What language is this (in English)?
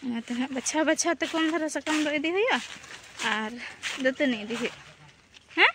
Santali